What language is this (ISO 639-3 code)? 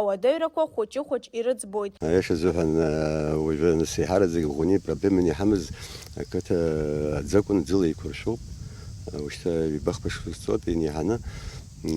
abk